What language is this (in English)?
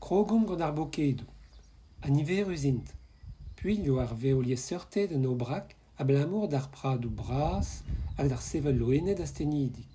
Breton